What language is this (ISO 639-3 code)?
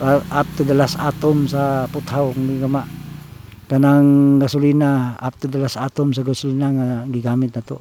ceb